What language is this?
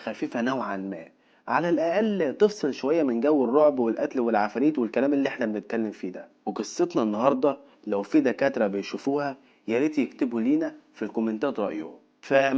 Egyptian Arabic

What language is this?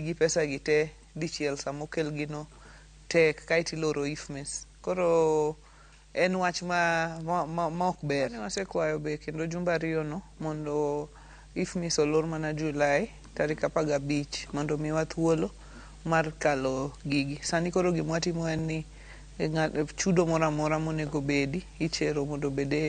Luo (Kenya and Tanzania)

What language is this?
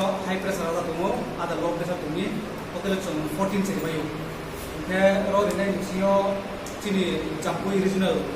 Riang (India)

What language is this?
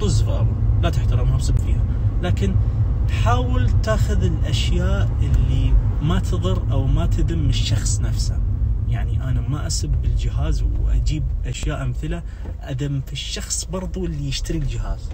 Najdi Arabic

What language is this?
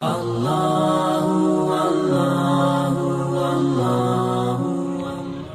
Achinese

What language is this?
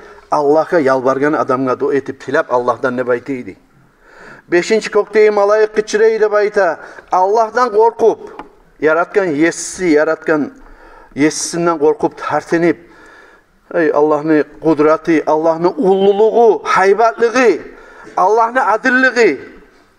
Kumyk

